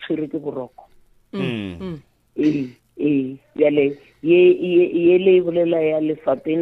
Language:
Northern Sotho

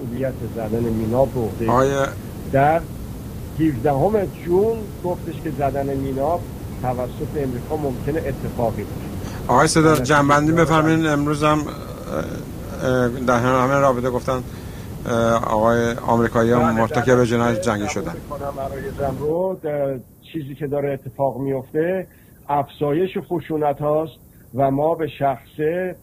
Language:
Persian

